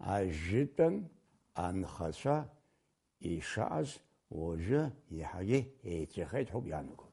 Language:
Abkhazian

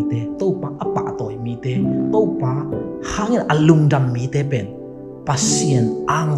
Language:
Tedim Chin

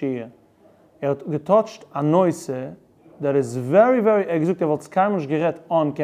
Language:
Yiddish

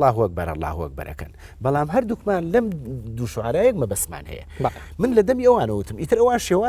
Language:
Central Kurdish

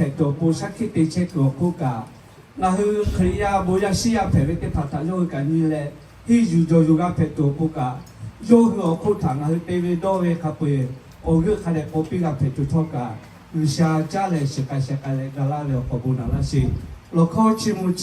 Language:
Lahu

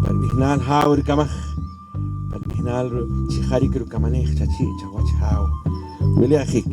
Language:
Poqomchi'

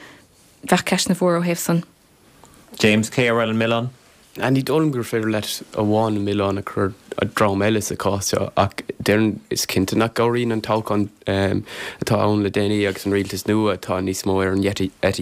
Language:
Irish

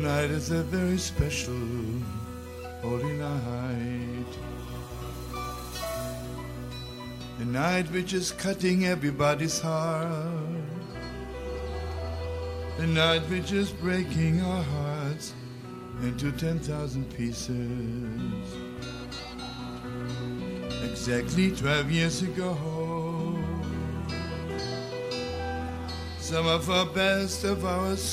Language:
Estonian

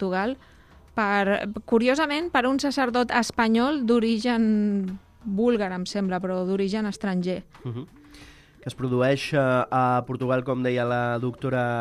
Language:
Catalan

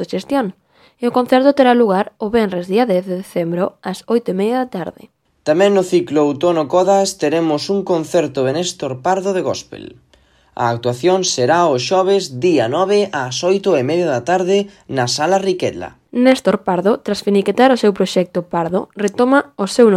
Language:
Galician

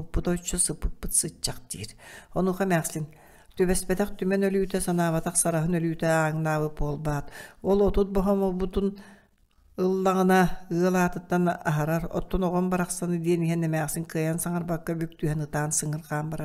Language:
Yakut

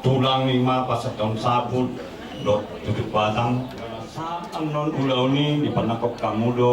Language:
Batak Toba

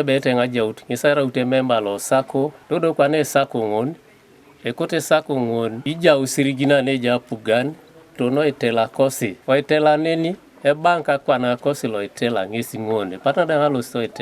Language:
Teso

